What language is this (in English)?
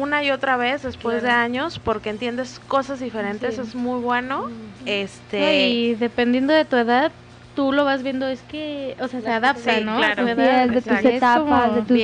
Spanish